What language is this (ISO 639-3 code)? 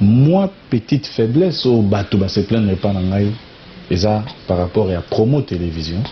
lin